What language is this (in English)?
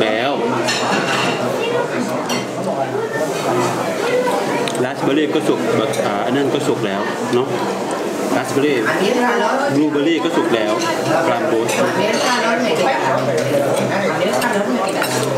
Thai